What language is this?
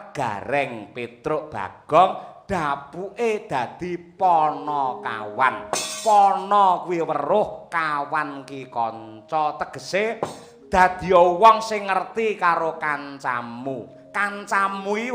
Javanese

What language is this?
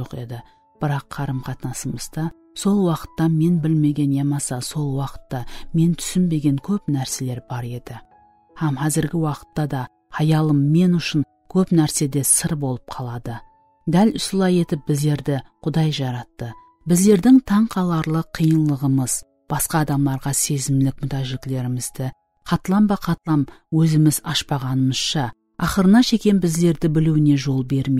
Kara-Kalpak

